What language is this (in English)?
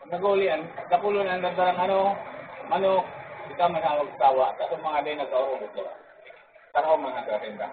Bikol